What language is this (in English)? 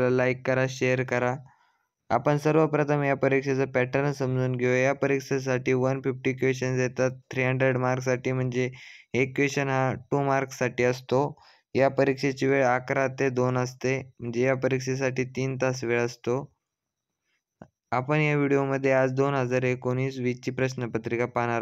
Marathi